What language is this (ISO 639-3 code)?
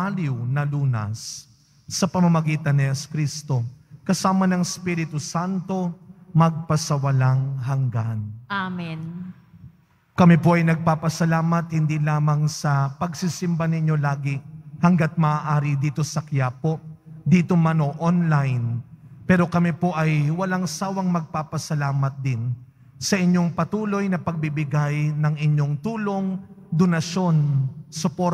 fil